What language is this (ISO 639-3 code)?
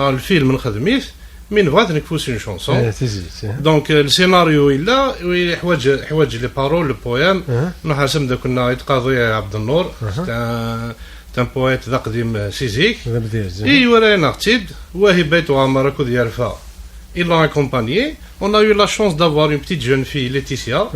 kab